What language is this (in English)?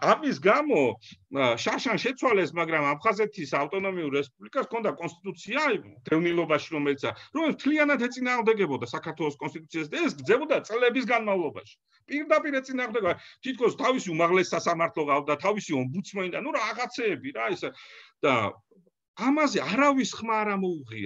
Georgian